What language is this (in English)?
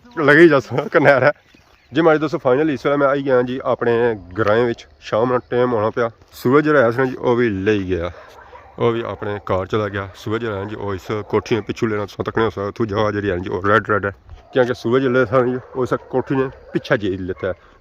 Pahari-Potwari